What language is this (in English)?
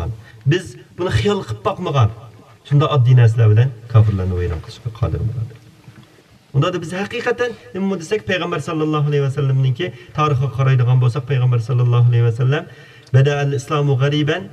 Uyghur